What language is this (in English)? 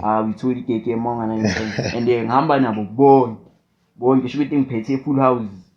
Zulu